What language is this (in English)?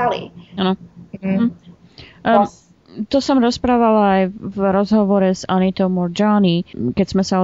Slovak